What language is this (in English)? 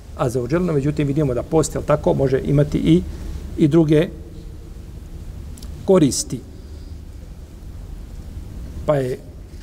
Bosnian